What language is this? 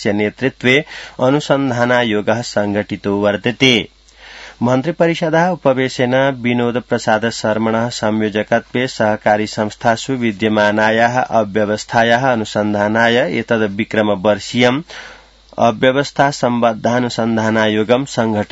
Sanskrit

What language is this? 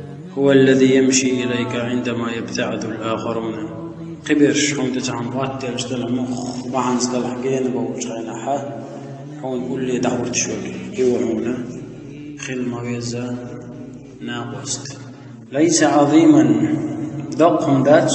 Chechen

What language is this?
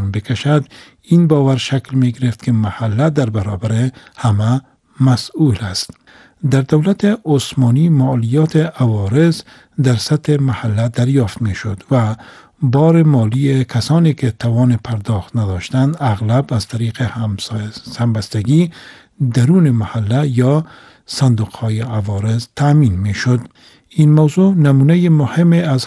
Persian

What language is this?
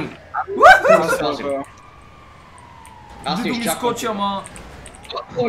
Bulgarian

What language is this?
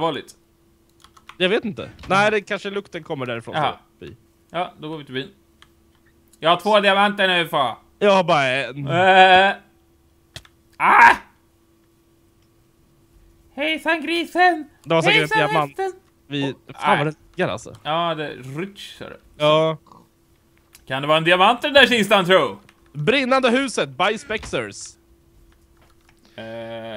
Swedish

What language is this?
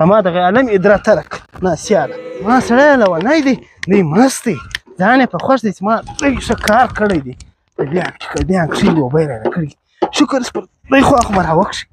Pashto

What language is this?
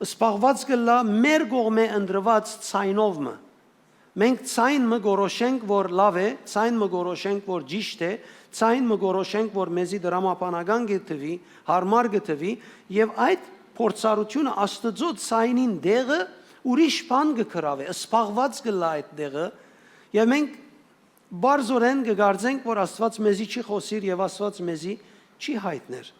Western Armenian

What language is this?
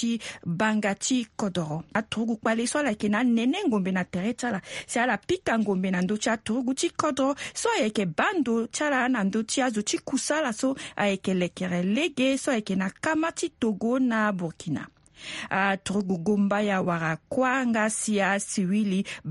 Sango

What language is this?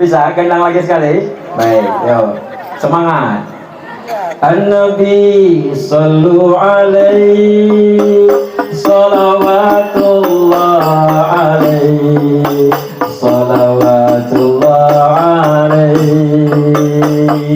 Banjar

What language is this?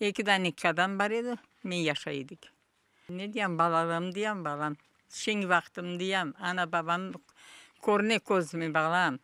Crimean Tatar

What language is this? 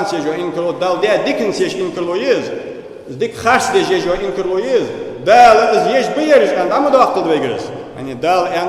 Ingush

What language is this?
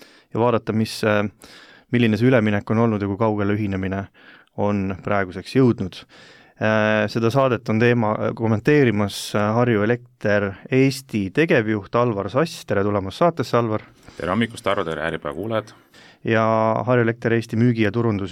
Estonian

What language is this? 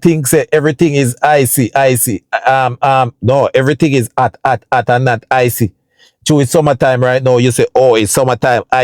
Jamaican Creole English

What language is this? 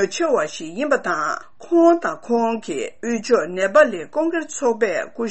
Tibetan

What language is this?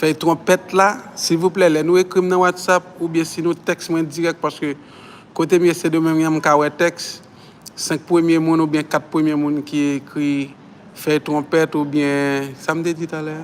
Haitian Creole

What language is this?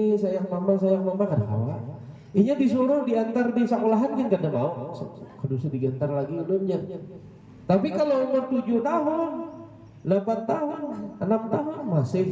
Banjar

